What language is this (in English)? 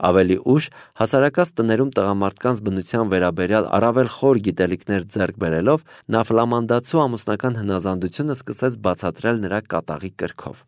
Armenian